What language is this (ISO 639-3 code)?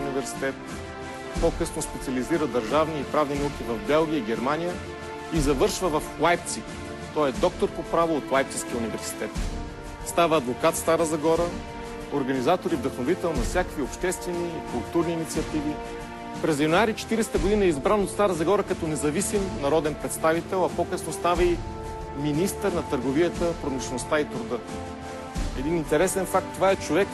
bul